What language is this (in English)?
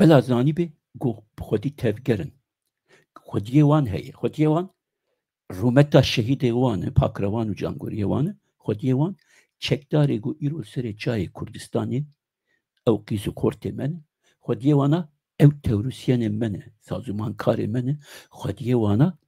Kurdish